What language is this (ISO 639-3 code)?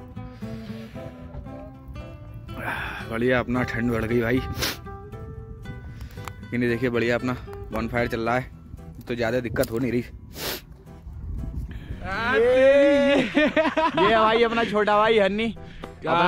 hin